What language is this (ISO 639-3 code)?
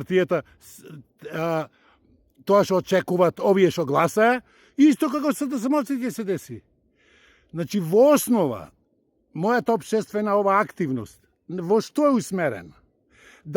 mkd